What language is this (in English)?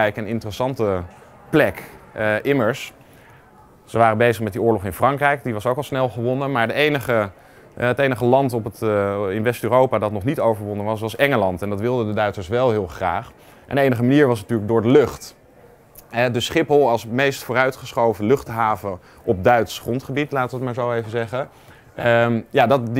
Dutch